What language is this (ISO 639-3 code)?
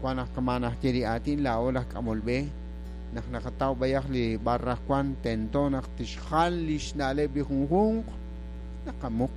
kek